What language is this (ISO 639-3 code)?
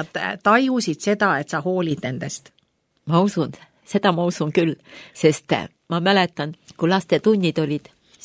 est